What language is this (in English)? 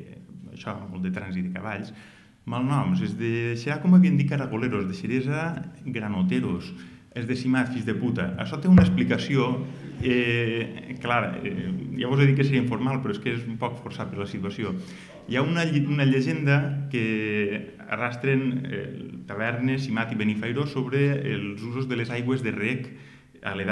Catalan